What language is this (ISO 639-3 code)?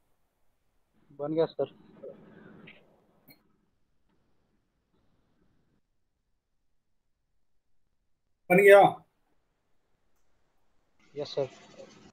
hin